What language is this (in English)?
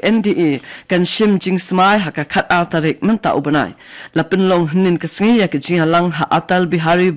Khasi